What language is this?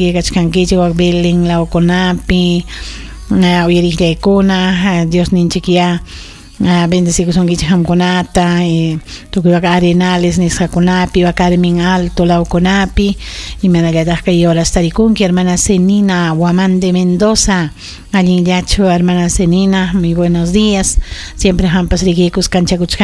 Ayacucho Quechua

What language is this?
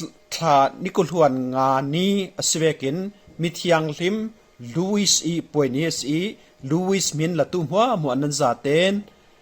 Falam Chin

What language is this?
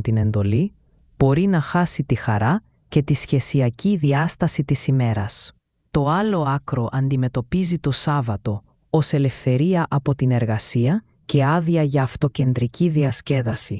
Greek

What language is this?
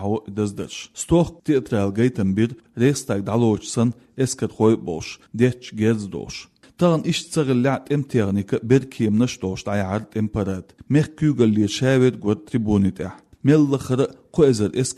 Chechen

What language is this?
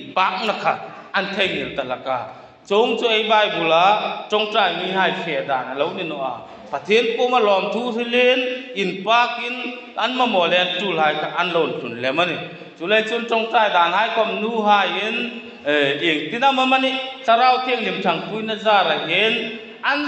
Hmar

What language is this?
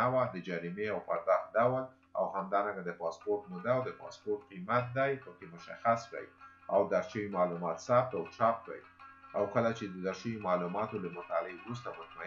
Pashto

